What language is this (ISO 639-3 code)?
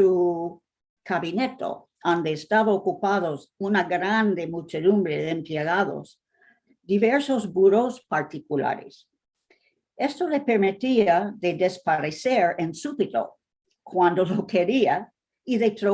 lad